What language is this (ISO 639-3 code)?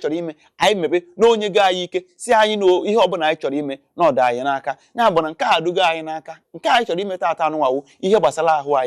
ibo